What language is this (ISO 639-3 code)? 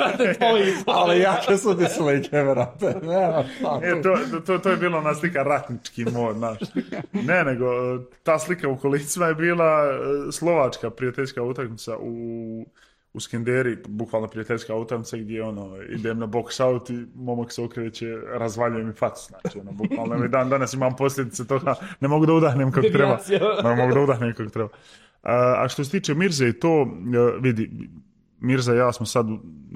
srp